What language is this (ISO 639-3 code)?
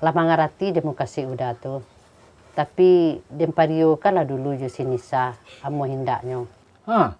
min